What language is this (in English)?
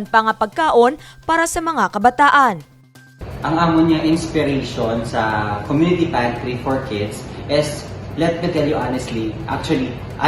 Hiligaynon